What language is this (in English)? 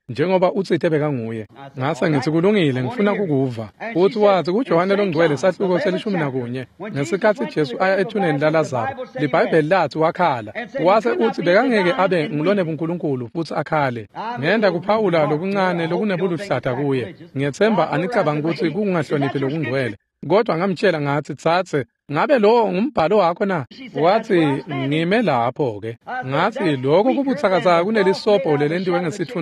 Swati